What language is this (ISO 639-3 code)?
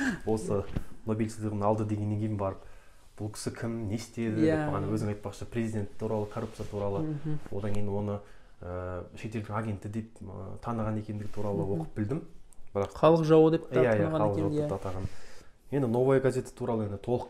kaz